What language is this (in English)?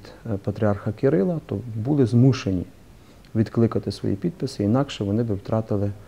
Ukrainian